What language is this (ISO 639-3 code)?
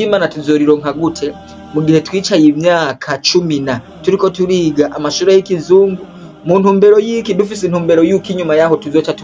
run